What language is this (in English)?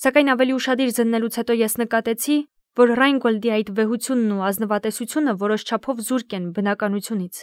Armenian